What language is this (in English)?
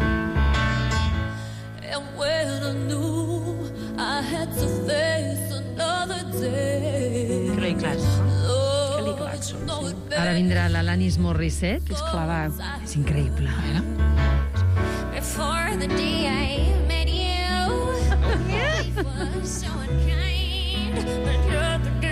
Catalan